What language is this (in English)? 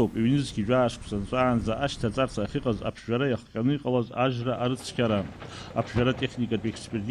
Abkhazian